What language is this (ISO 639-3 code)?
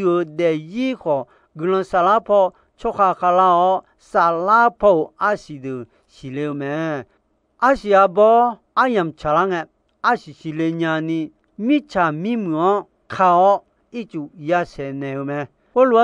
ahk